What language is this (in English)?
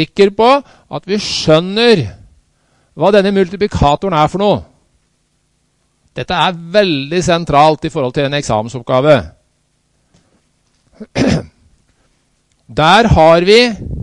Norwegian